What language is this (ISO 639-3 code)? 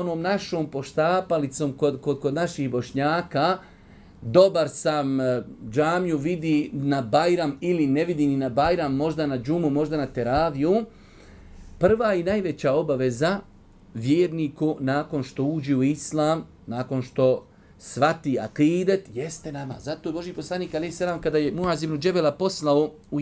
bos